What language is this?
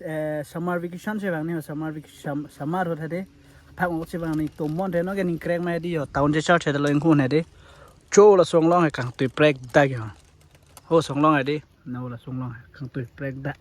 Karbi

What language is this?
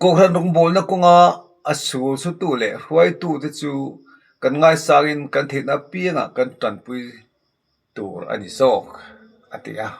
Mizo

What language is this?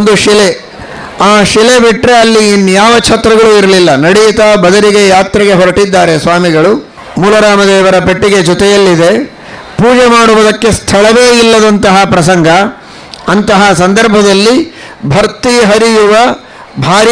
Kannada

